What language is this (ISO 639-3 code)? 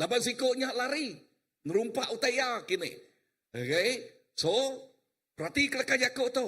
iba